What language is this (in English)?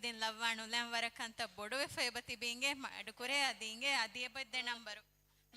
Divehi